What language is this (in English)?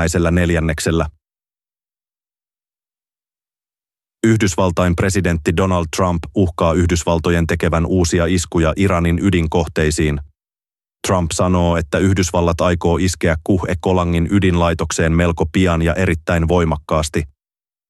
Finnish